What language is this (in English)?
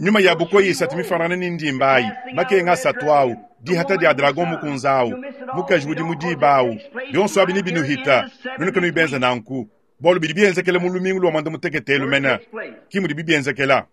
Luba-Lulua